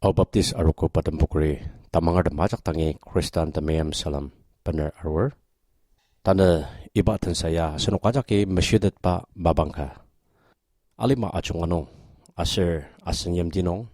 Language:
Ao Naga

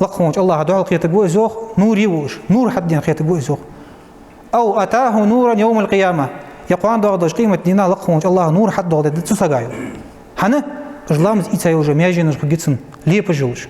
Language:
Ingush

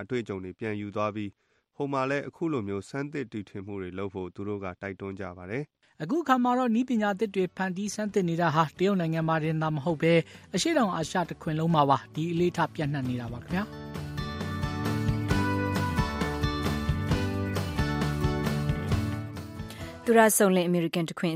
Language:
Burmese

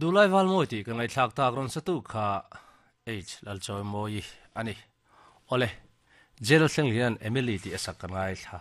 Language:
Mizo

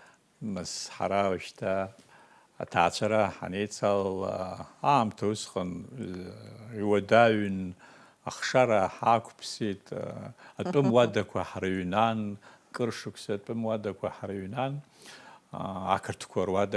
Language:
Abkhazian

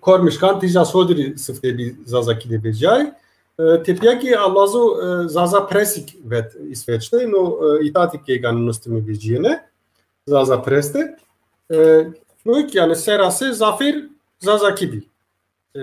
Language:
Zaza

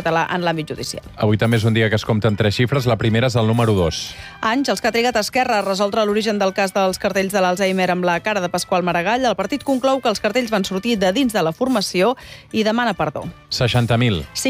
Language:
Catalan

